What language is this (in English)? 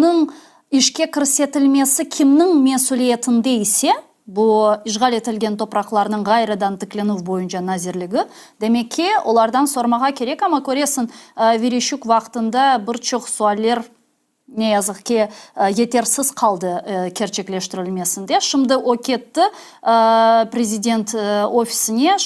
Crimean Tatar